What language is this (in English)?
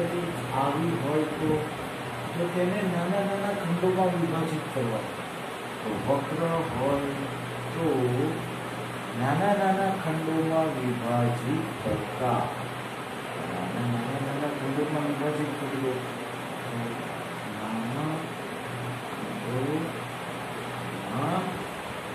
Gujarati